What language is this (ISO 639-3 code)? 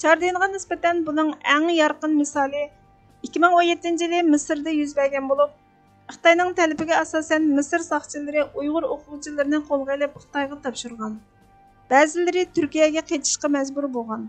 uig